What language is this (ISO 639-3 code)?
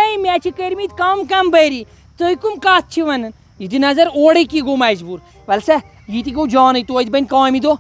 kas